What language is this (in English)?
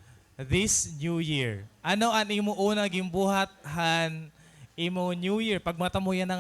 Waray